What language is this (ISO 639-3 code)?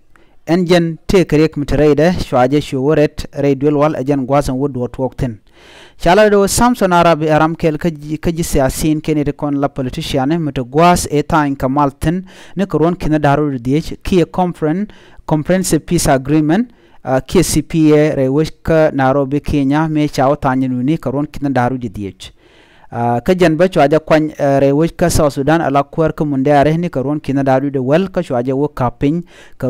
nus